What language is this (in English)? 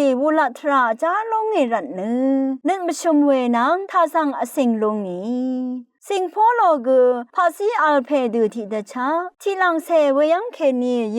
Rawang